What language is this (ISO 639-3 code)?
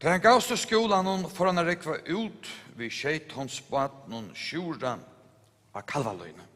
fao